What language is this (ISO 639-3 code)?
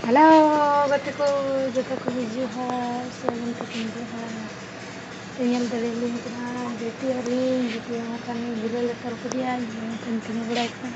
sat